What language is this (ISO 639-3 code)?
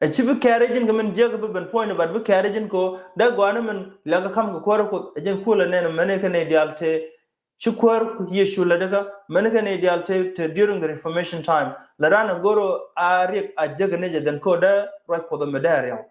nus